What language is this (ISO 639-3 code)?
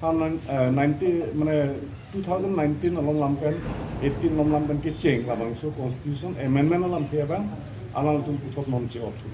mjw